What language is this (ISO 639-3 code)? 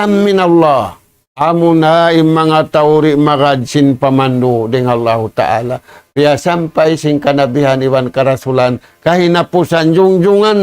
tsg